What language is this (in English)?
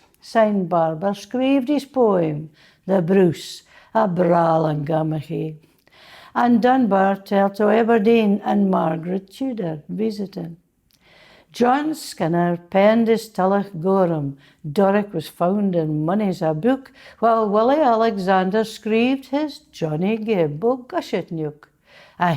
Scots